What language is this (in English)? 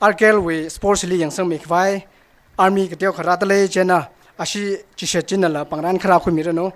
Tangkhul Naga (India)